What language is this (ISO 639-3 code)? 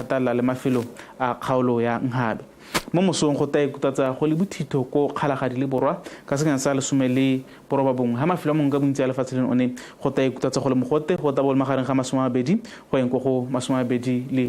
tsn